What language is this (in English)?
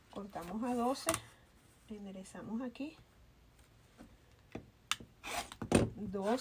Spanish